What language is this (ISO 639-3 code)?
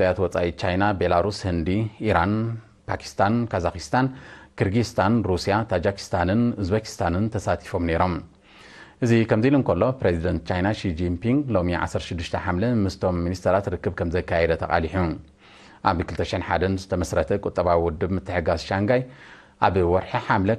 tir